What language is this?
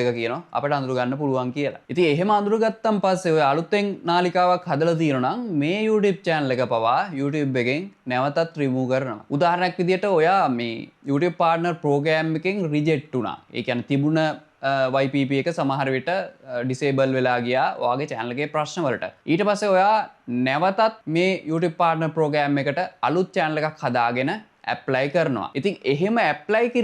Sinhala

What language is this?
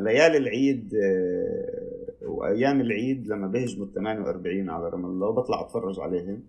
North Levantine Arabic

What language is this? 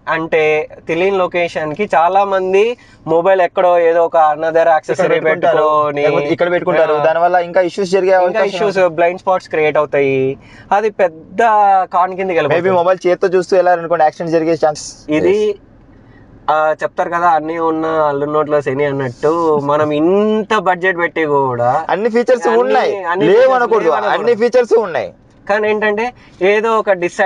Telugu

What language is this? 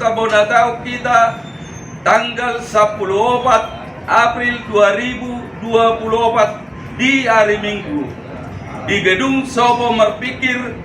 Batak Toba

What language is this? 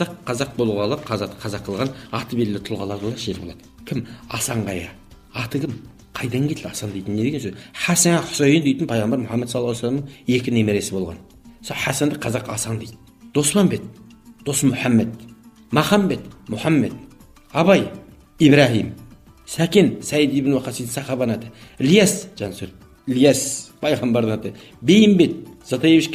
Kazakh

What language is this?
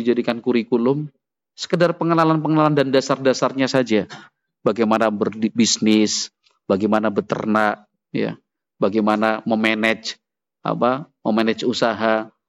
Indonesian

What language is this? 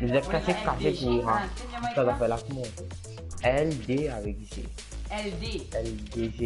Morisyen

